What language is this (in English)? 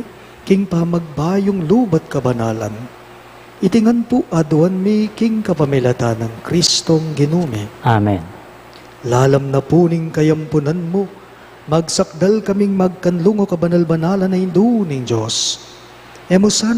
Pampanga